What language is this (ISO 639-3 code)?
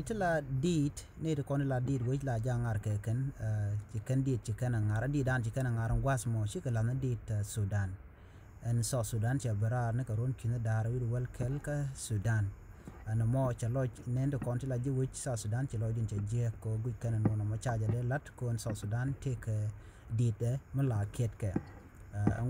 nus